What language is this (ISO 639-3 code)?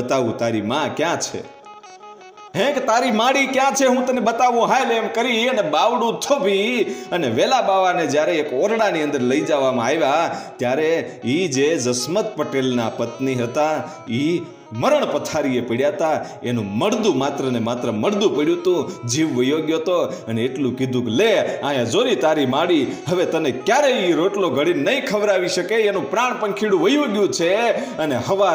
guj